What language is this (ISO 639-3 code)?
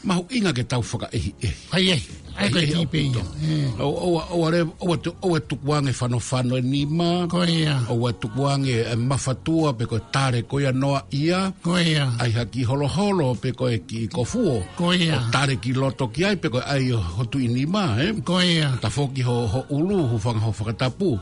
ton